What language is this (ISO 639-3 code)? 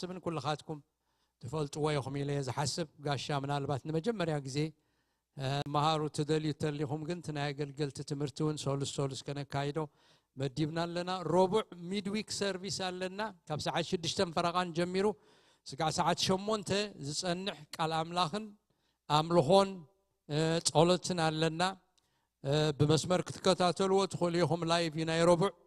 tir